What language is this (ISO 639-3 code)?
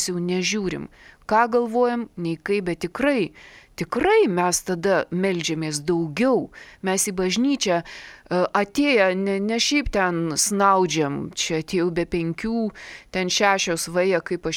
lit